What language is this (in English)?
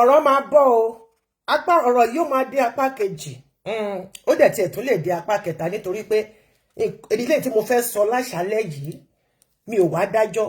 Yoruba